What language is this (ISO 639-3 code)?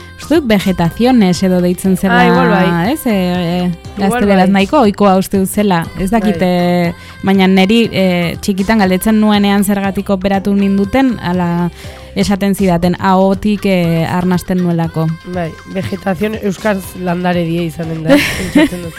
eus